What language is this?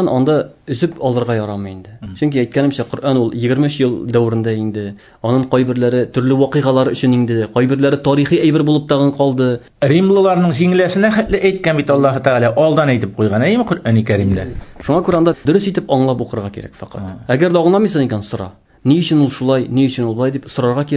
Tatar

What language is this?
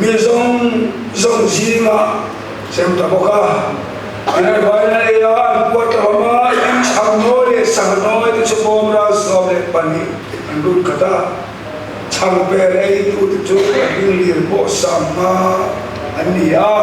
Mizo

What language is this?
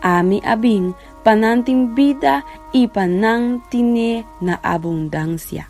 Papiamento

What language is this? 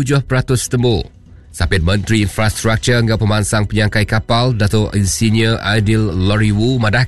Iban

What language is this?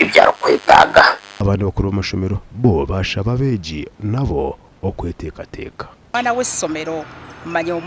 Nyankole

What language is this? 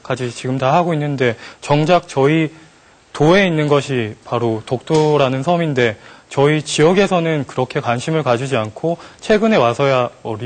Korean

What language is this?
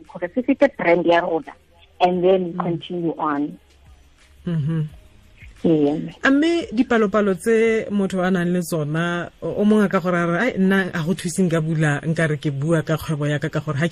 Tswana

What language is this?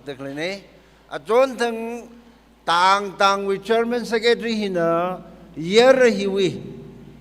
Tangkhul Naga (India)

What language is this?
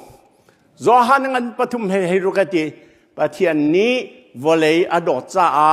Hakha Chin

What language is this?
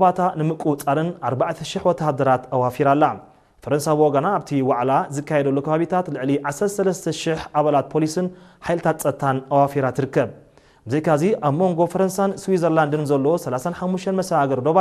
Tigrinya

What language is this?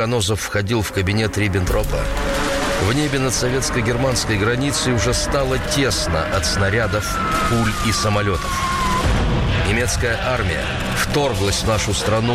Russian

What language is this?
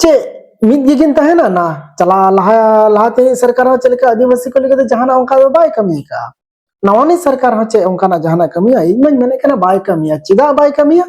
Santali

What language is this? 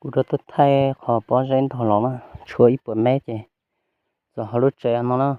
Hmong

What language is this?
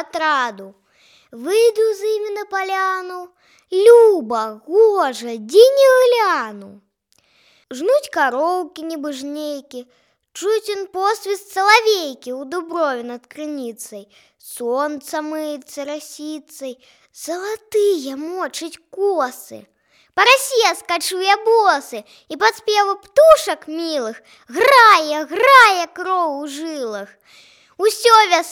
Belarusian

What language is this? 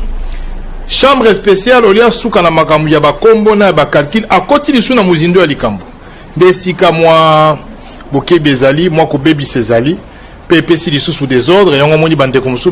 Lingala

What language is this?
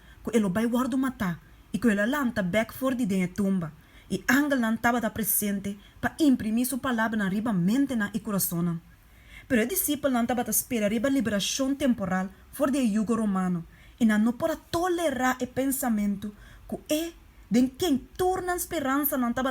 Papiamento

